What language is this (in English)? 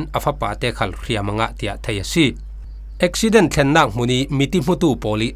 Falam Chin